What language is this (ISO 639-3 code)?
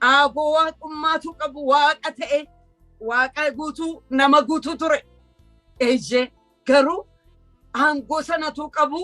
orm